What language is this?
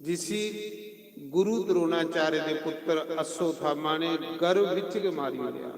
Dogri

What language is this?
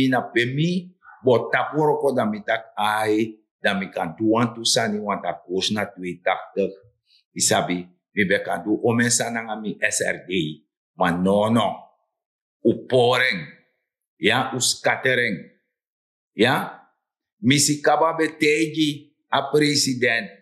Sranan Tongo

